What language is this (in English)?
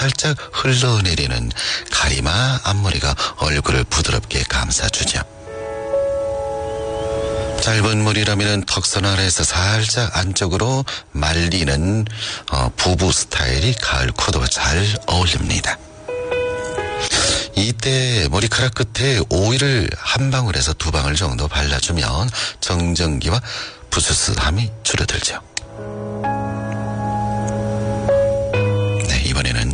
Korean